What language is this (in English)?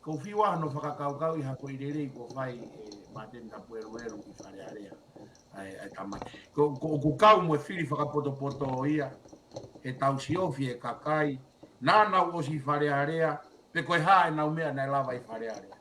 Tongan